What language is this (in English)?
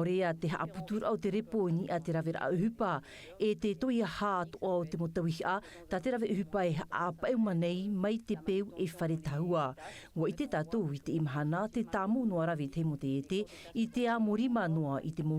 Tahitian